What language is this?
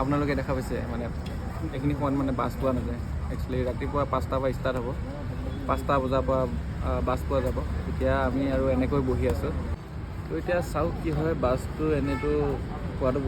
Assamese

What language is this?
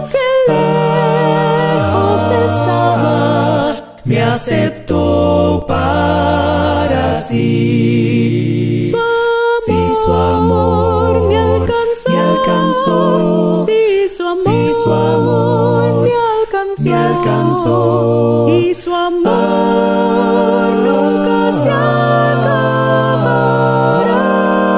Spanish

